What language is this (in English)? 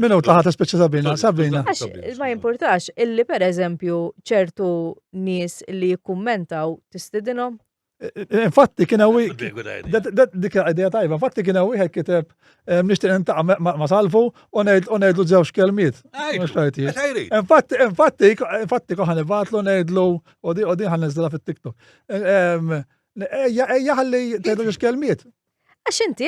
Maltese